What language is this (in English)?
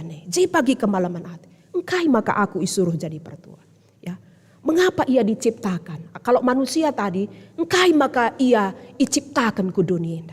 Batak Karo